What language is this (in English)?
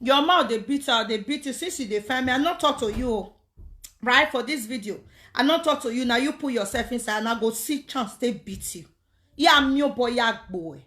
Nigerian Pidgin